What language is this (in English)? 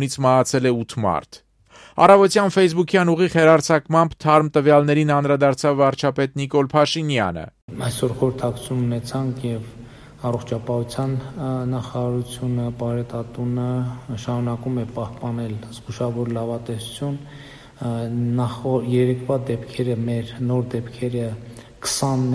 Armenian